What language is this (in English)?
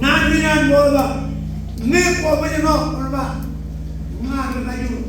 Marshallese